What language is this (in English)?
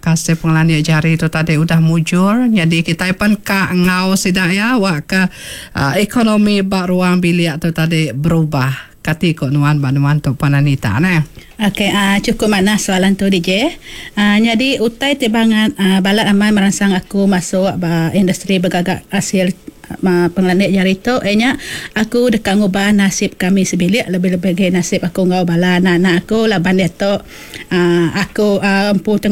Iban